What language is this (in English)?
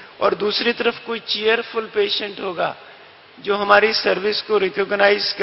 Hindi